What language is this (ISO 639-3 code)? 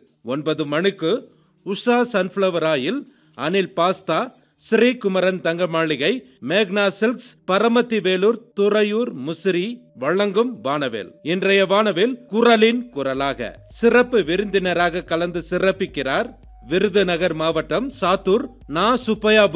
tam